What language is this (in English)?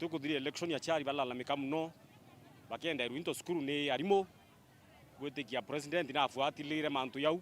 Meru